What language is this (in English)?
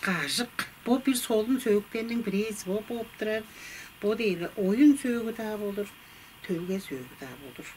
Tuvinian